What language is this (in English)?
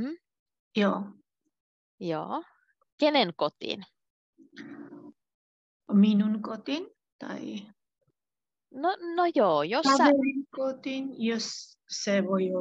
Finnish